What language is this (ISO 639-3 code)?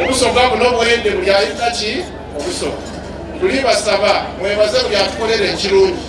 xog